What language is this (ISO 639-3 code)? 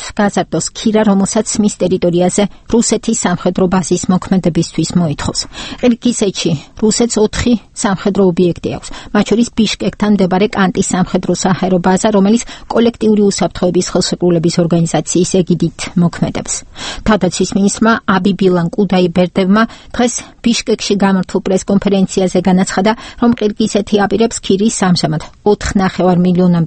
kat